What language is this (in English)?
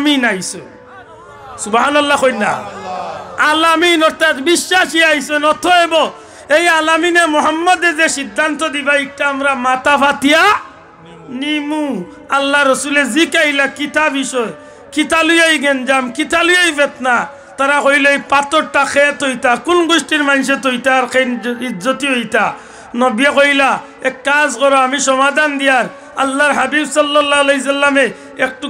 Sylheti